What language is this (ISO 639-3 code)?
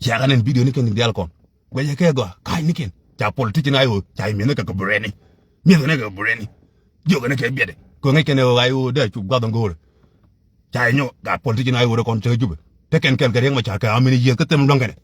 nus